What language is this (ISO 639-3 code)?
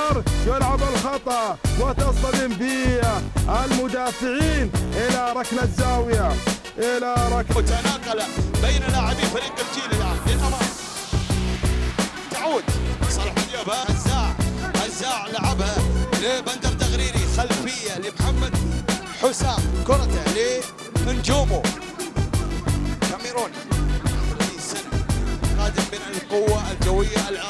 ara